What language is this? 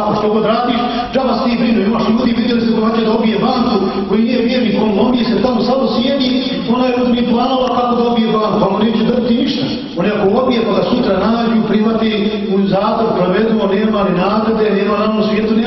Bosnian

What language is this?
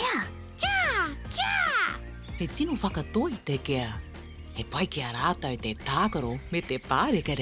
Māori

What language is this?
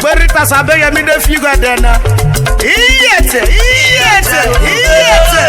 Urhobo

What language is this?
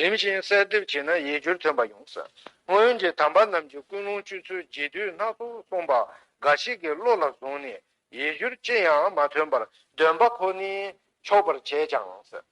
Tibetan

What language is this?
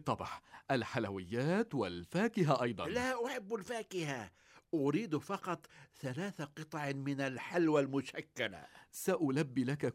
Gulf Arabic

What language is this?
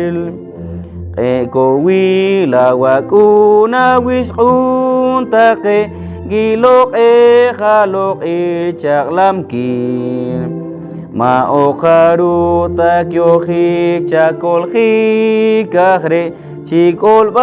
Poqomchi'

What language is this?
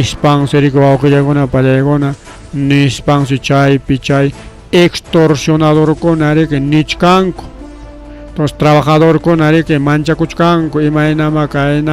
Ayacucho Quechua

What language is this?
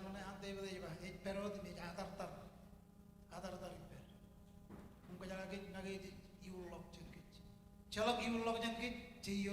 Marshallese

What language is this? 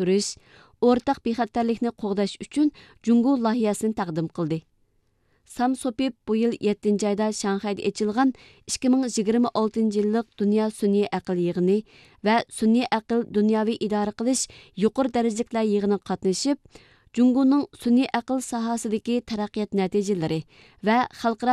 Uyghur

